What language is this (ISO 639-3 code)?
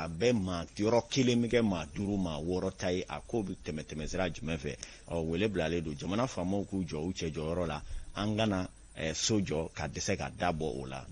bam